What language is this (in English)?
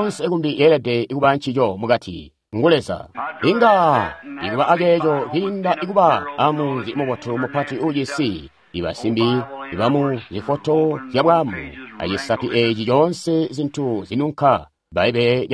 Tonga (Zambia)